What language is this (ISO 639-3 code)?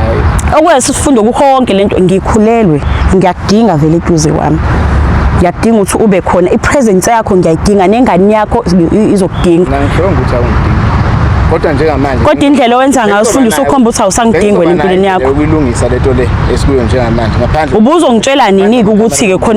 zul